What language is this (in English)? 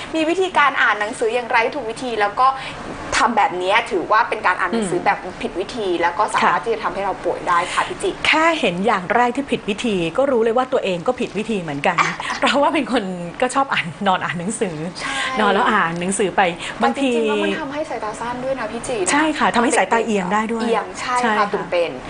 Thai